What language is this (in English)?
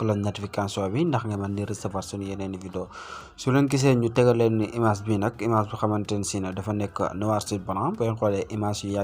Wolof